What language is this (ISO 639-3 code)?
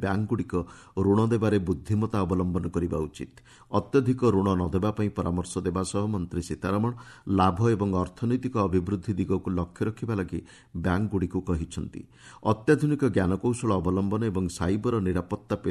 ori